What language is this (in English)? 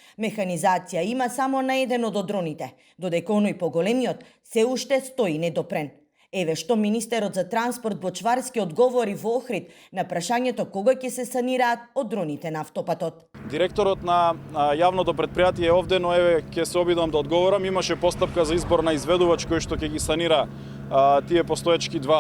Macedonian